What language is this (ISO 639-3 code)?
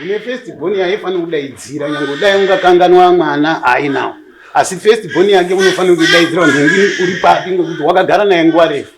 sna